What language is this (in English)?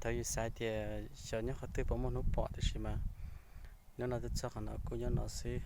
Hmong